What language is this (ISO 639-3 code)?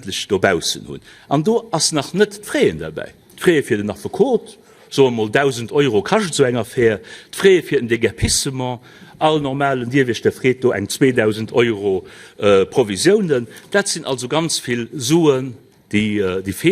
ltz